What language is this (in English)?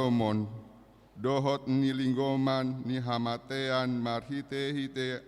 Batak Toba